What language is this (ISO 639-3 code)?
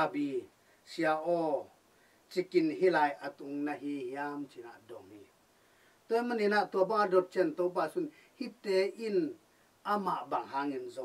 ctd